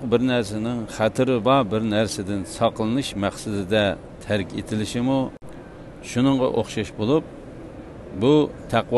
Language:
Uyghur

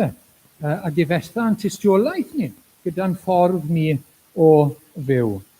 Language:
Welsh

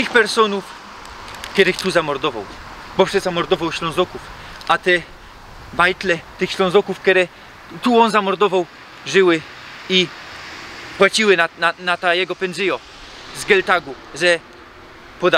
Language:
Silesian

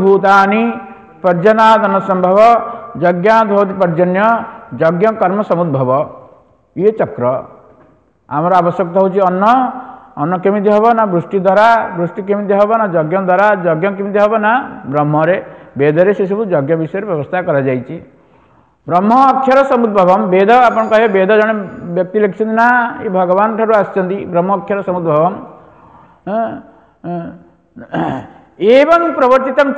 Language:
Odia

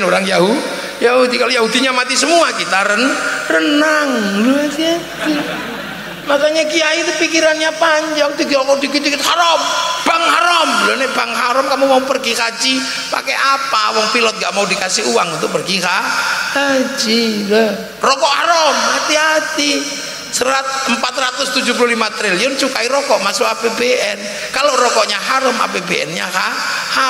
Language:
Indonesian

